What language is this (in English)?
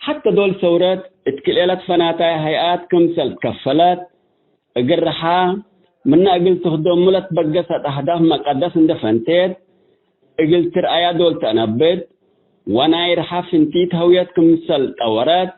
Tigre